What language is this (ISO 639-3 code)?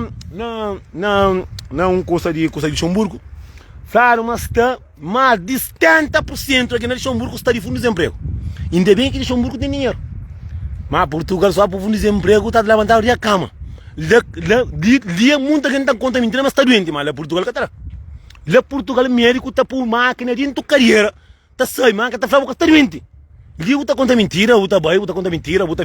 kea